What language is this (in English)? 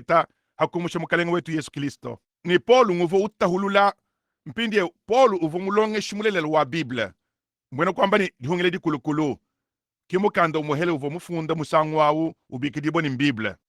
Luba-Lulua